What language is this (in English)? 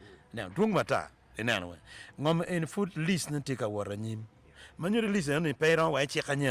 Acoli